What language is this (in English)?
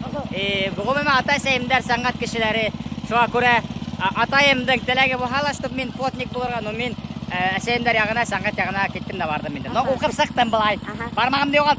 Bashkir